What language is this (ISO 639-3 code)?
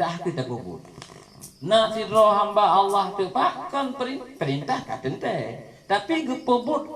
ace